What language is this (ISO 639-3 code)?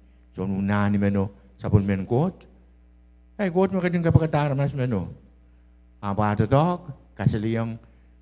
pon